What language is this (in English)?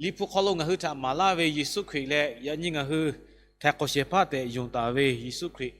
Lahu